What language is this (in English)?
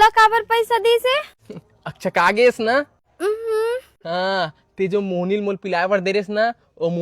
Chhattisgarhi